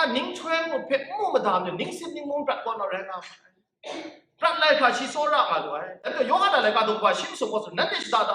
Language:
Kachin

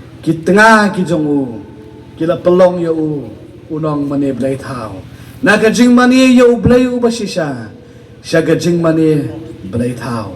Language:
Khasi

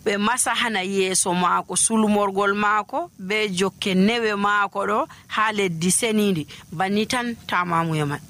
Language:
Nigerian Fulfulde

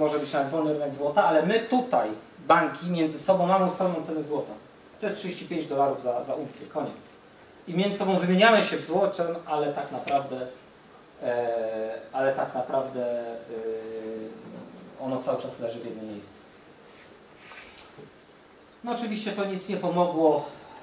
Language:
Polish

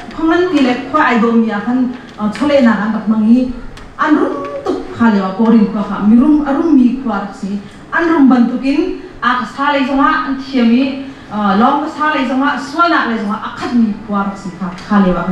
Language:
Hakha Chin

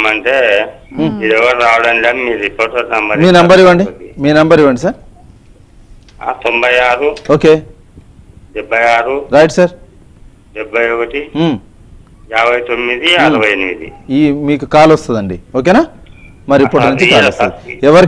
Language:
Telugu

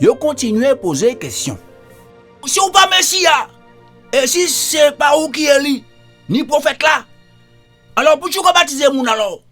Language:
Guadeloupean Creole French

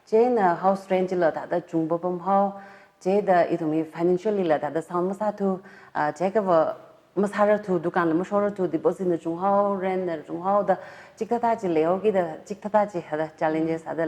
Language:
Tangkhul Naga (India)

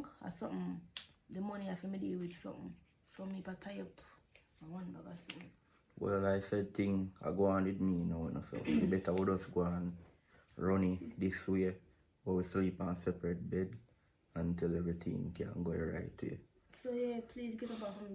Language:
Jamaican Creole English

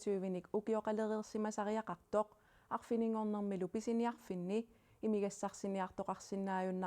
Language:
Kalaallisut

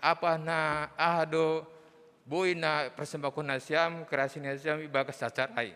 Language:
Batak Simalungun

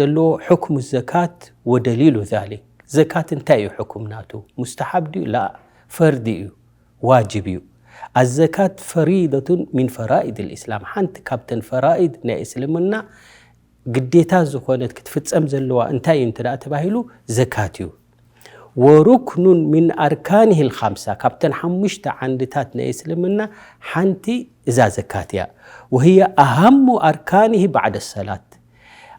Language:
Tigrinya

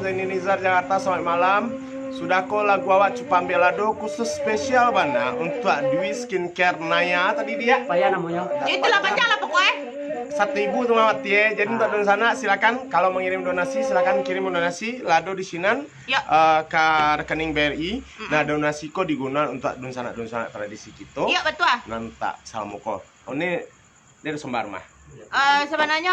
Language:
Minangkabau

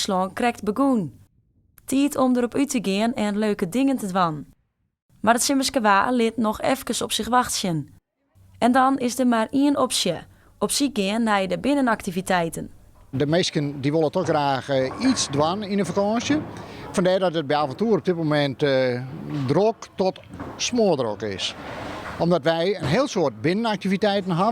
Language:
Western Frisian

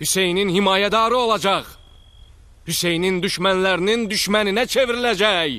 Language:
Azerbaijani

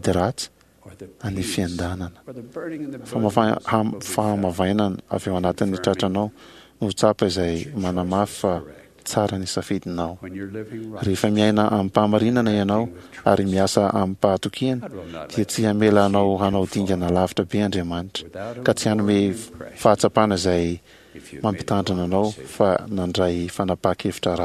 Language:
Malagasy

